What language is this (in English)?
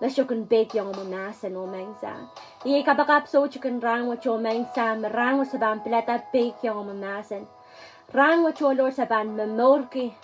Pohnpeian